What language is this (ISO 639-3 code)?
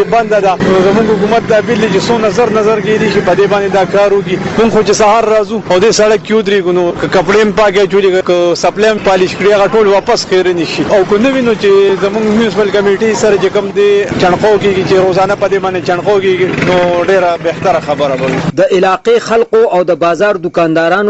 pus